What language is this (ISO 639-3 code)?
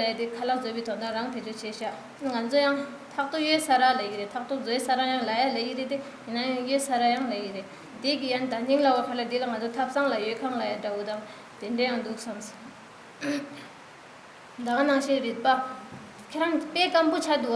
bod